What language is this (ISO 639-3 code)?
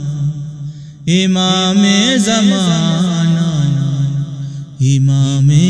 urd